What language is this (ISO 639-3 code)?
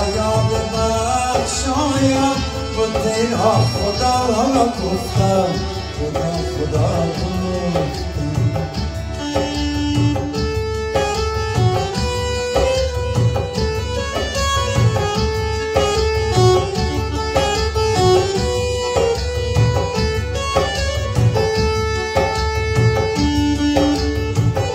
fas